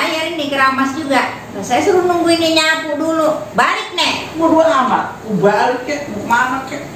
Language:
Betawi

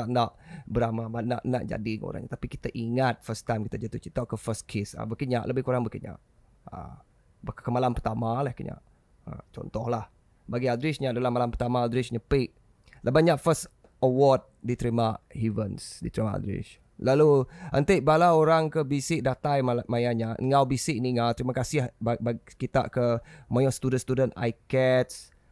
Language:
Iban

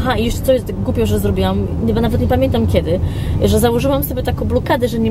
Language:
Polish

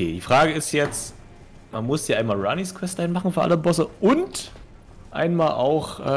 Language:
German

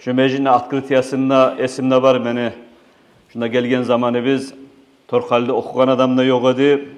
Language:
Kumyk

